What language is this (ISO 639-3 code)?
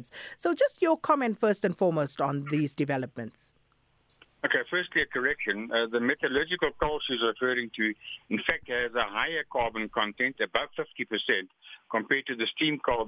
eng